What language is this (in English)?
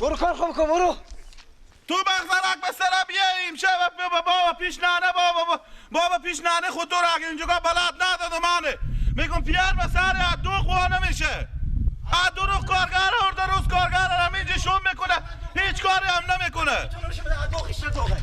Persian